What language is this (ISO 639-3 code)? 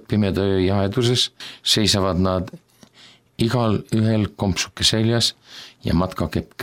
est